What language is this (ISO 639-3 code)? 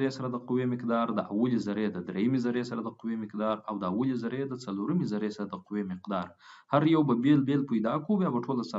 pus